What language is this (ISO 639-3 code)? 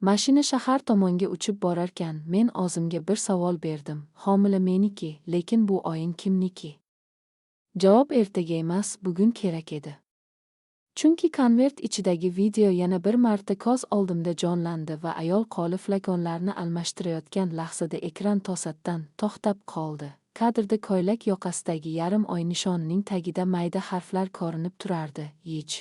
uzb